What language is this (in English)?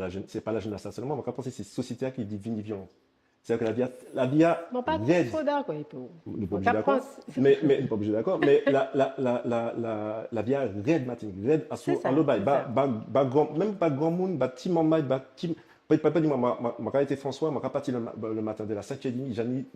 Guadeloupean Creole French